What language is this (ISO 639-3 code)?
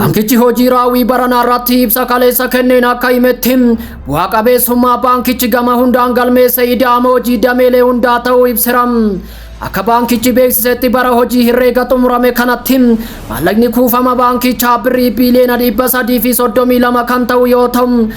orm